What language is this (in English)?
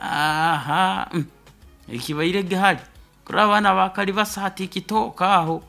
Nyoro